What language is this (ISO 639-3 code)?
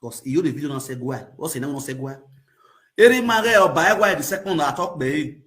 pcm